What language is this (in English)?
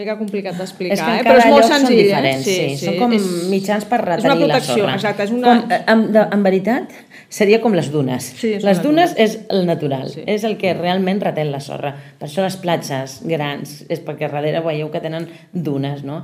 Catalan